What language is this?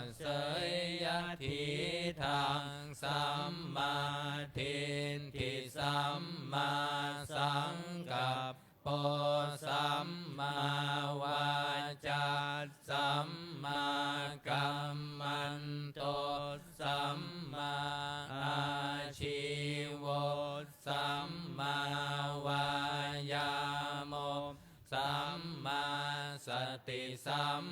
Pali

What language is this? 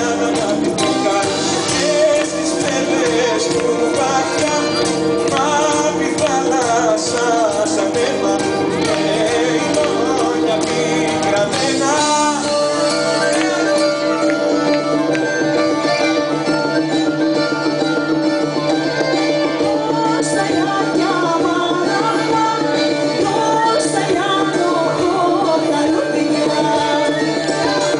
Greek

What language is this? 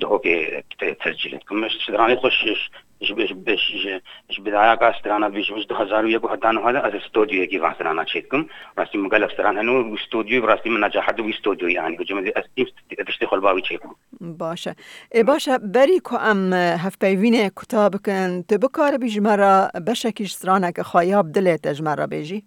Kurdish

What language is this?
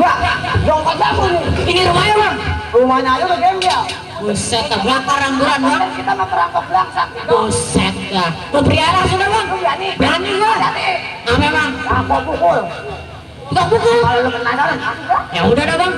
Betawi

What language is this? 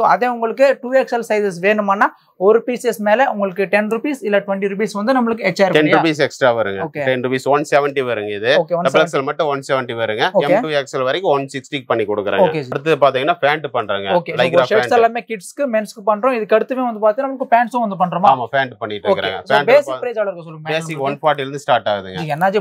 Tamil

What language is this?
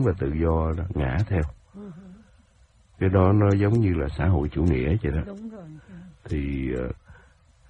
Vietnamese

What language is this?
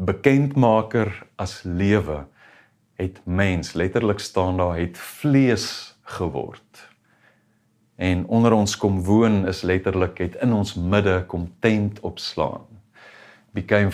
Afrikaans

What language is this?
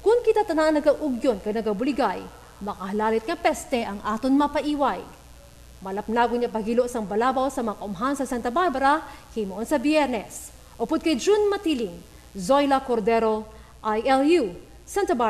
Hiligaynon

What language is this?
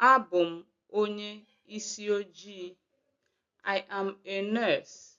Igbo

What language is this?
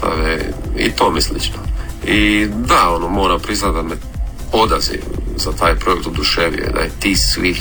Croatian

